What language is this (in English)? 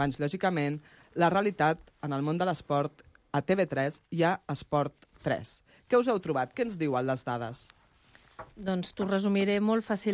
Catalan